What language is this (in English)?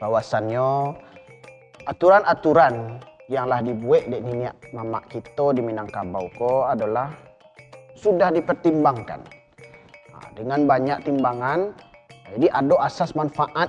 Minangkabau